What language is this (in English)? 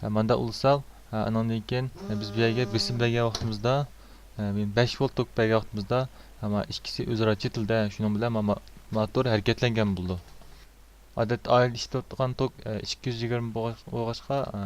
Uyghur